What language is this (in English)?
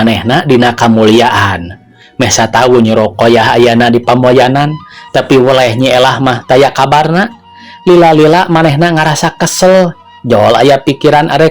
Sundanese